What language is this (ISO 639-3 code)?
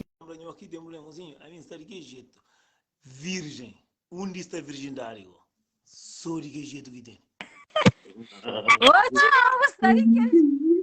kea